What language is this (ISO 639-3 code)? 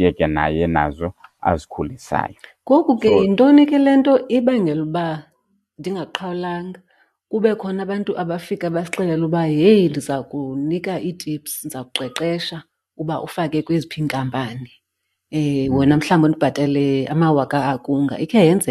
xho